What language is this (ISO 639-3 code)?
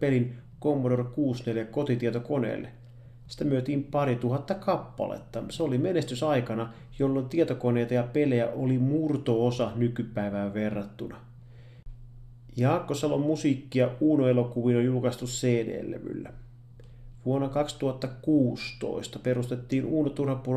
fin